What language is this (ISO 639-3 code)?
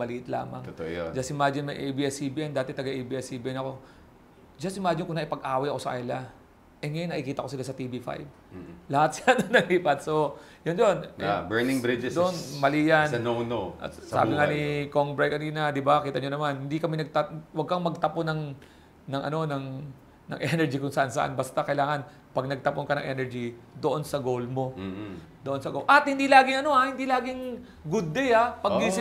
fil